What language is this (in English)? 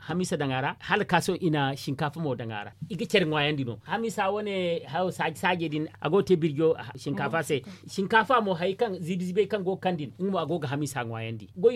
Zarma